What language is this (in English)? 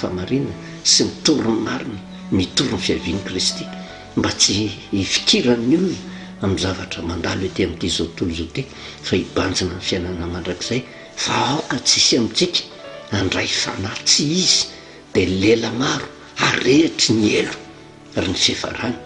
Malagasy